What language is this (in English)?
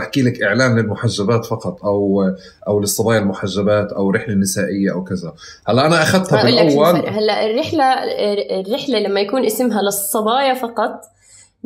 North Levantine Arabic